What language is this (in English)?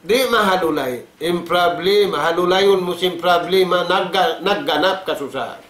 Tausug